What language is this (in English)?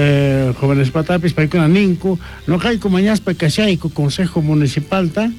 South Bolivian Quechua